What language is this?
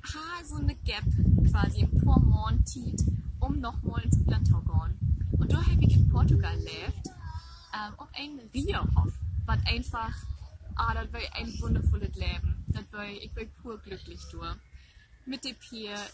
Low German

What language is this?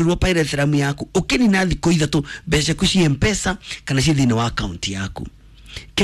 Kikuyu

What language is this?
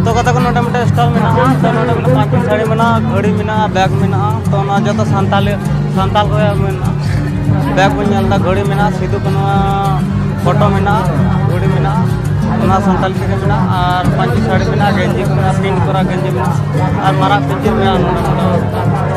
Santali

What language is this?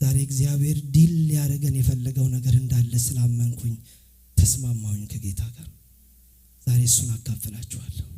Amharic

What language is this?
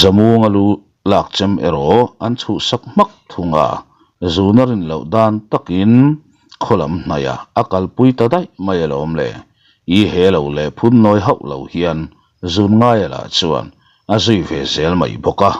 Mizo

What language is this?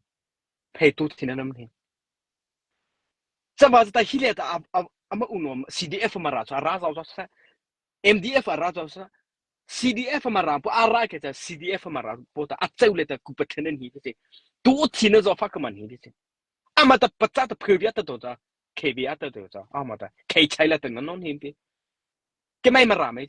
Mara Chin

